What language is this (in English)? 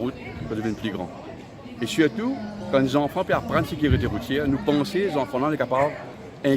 Morisyen